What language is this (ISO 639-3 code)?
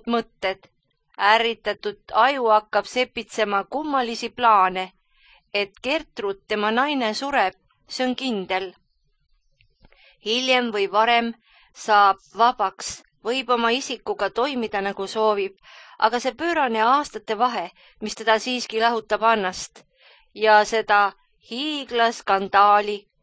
est